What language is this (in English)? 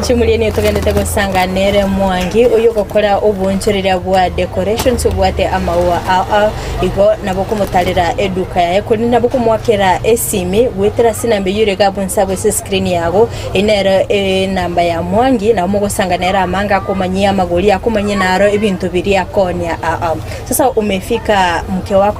Gusii